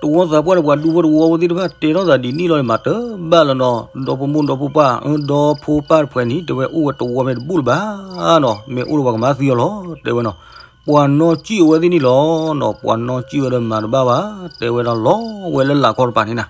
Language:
S'gaw Karen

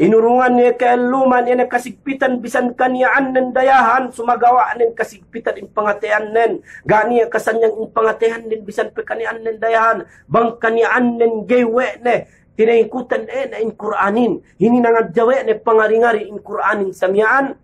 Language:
Yakan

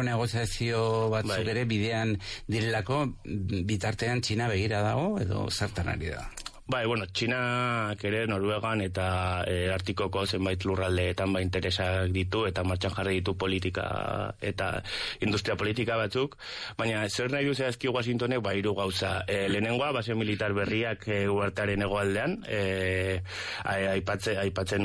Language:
Basque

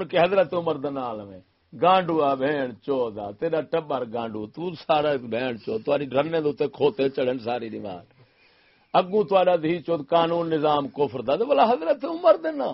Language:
Saraiki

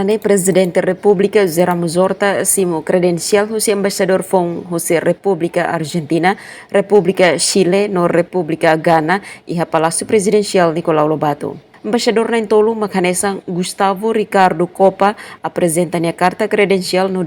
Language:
Tetum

